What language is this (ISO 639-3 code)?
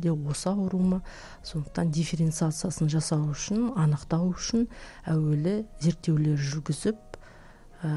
kaz